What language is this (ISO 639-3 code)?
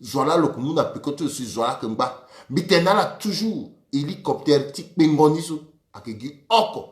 sag